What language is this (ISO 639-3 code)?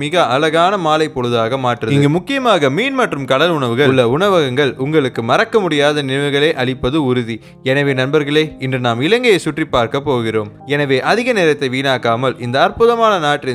tam